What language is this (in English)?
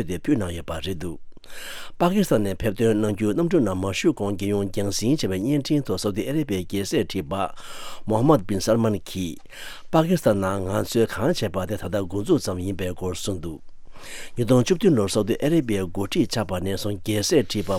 Tibetan